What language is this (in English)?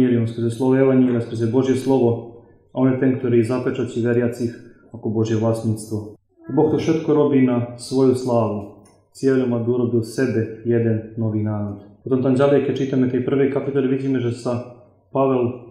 Slovak